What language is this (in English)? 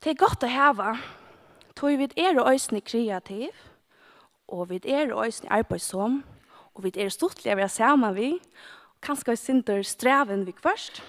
Faroese